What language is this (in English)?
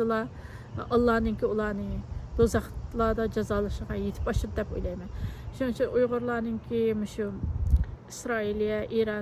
Uyghur